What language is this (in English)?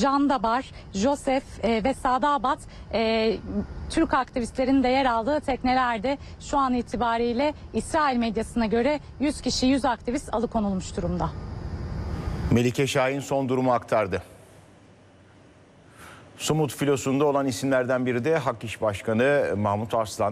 Turkish